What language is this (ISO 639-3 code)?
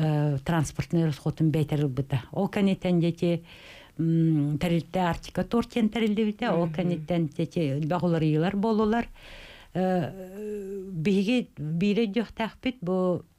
sah